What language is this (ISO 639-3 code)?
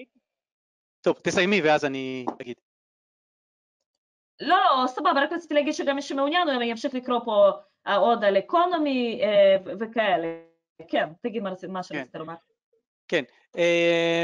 heb